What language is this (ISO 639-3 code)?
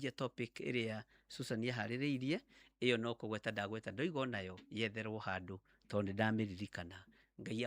kik